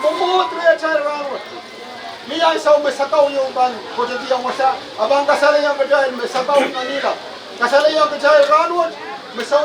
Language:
Pohnpeian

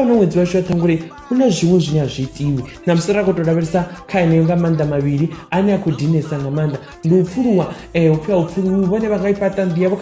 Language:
Venda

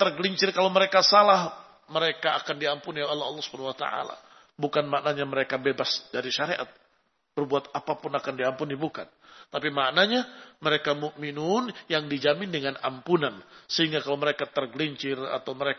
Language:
Indonesian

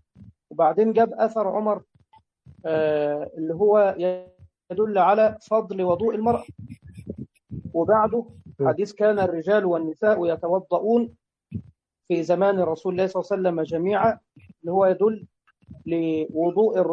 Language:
Arabic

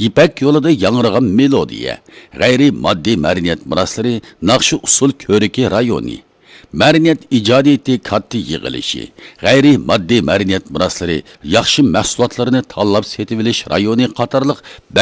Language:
Uyghur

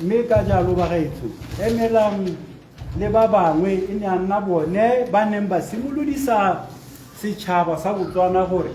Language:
Tswana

